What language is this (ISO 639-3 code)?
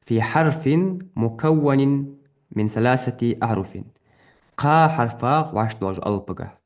inh